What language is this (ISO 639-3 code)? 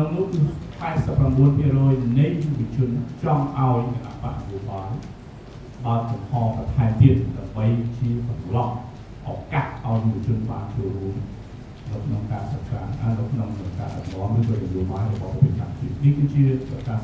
khm